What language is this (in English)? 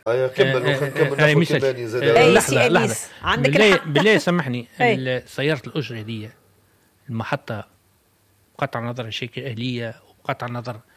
Tunisian Arabic